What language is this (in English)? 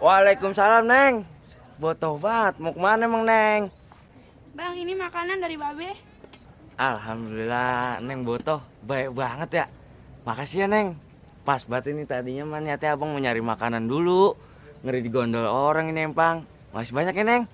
Betawi